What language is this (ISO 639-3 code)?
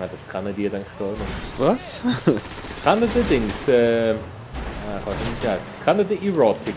gsw